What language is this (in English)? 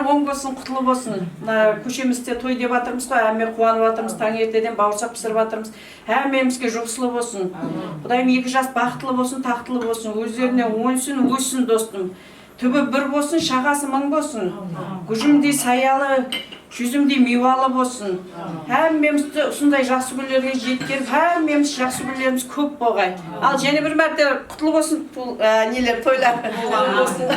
Kara-Kalpak